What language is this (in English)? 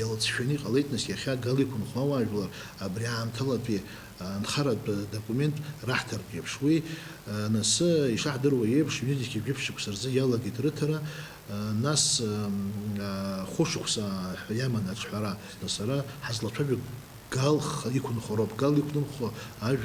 Abkhazian